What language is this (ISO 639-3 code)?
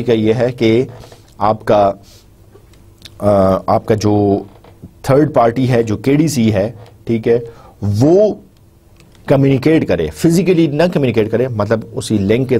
urd